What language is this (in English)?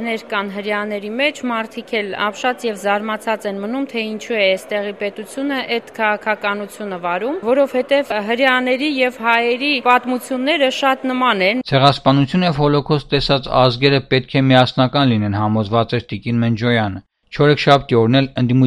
Armenian